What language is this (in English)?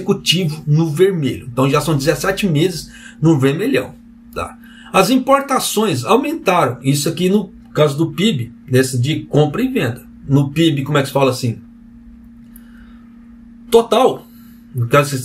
Portuguese